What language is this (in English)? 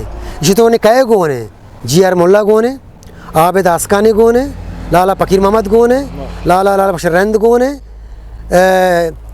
Eastern Balochi